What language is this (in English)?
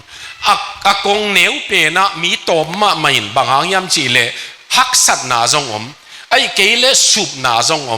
Tedim Chin